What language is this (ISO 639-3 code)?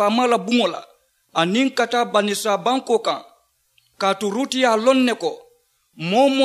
man